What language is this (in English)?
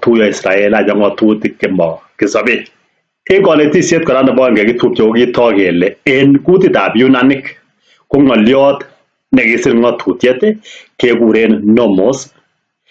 Kalenjin